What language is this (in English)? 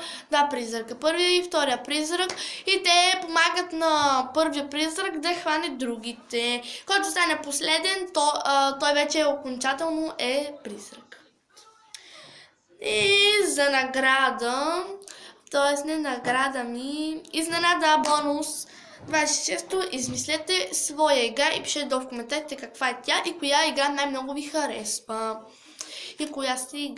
Bulgarian